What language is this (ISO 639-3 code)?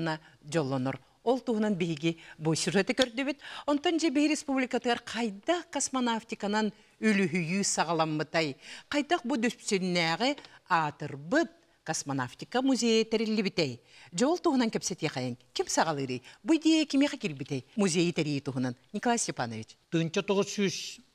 sah